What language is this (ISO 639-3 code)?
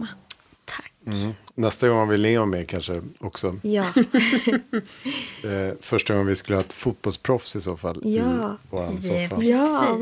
swe